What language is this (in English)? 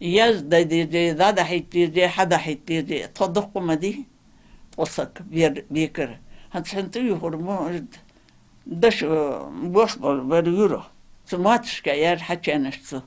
Ingush